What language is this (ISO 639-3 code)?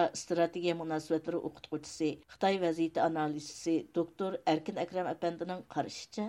uig